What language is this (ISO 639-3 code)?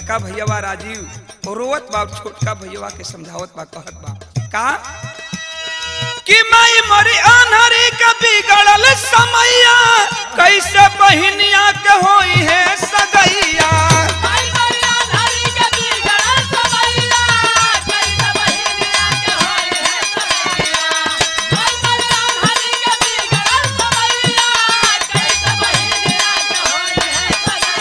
bho